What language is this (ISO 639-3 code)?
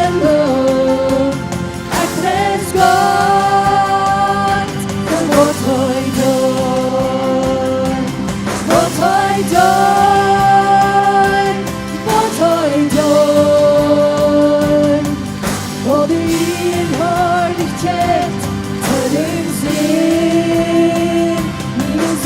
pdt